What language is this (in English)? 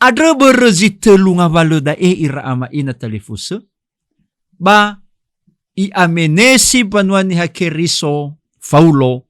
Nias